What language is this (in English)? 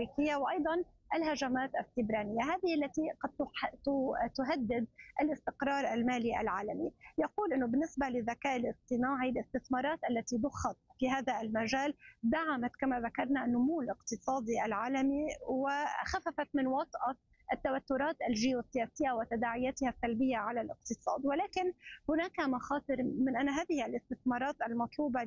Arabic